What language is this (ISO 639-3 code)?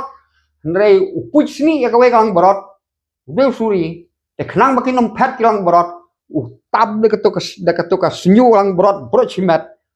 kha